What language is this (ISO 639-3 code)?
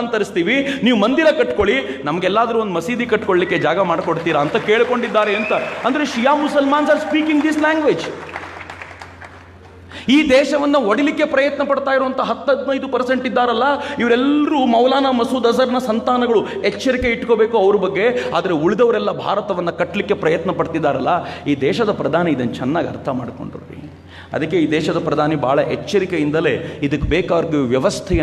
kan